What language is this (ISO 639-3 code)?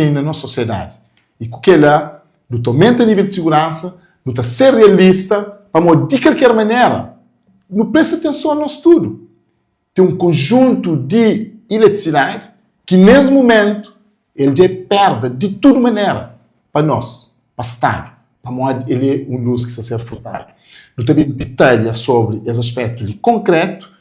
kea